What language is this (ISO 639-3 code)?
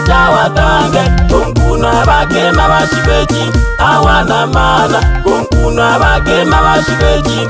swa